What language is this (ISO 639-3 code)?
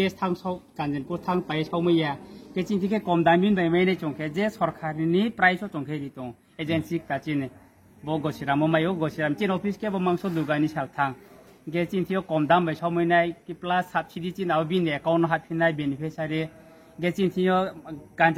ria